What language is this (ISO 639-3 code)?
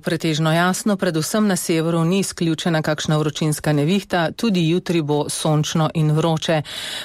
slv